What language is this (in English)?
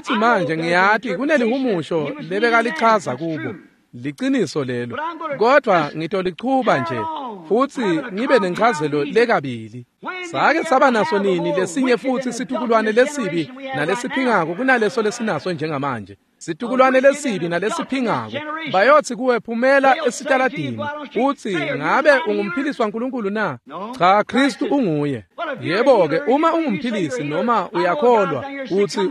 Swati